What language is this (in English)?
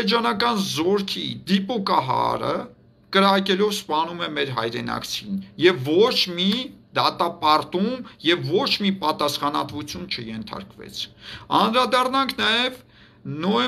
Armenian